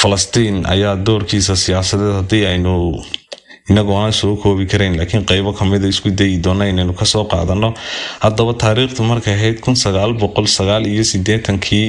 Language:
Somali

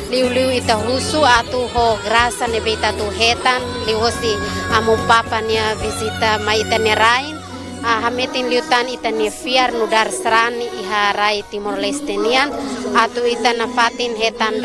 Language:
Tetum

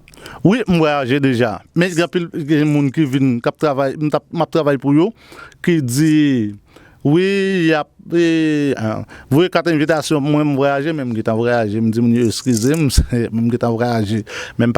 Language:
Haitian Creole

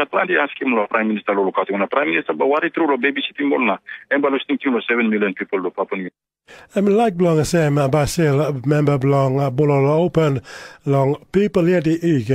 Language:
Tok Pisin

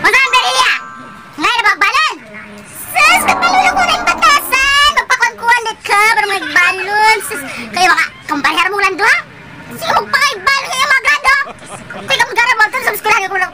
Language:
Cebuano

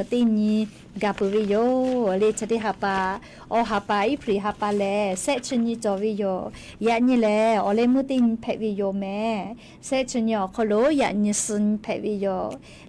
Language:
Lahu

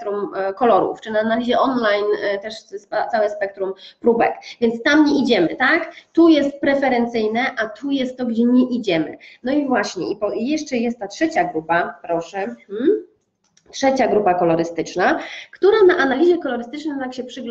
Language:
Polish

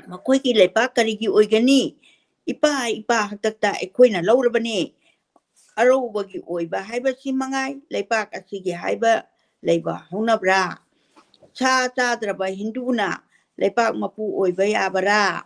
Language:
Manipuri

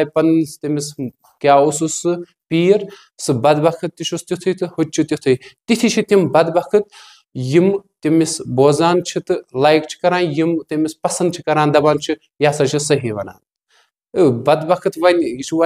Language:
Kashmiri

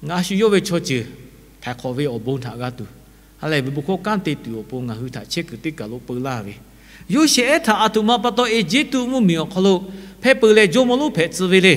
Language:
Lahu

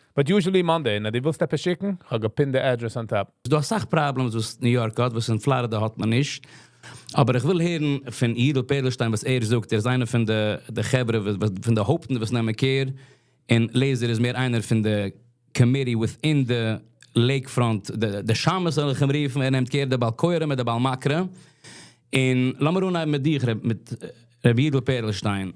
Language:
Yiddish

